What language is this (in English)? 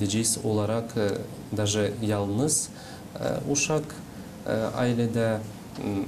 Gagauz